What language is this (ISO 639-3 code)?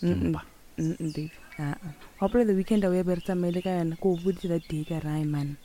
nso